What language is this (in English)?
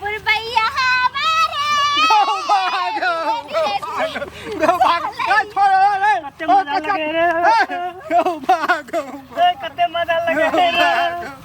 Maithili